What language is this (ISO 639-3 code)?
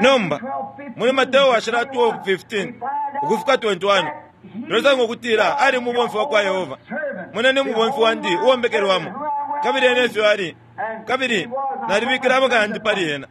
bem